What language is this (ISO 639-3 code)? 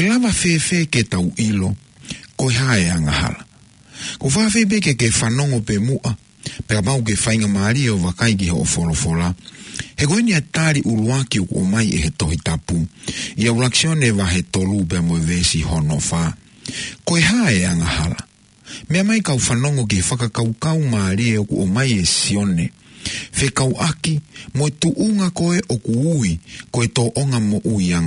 ton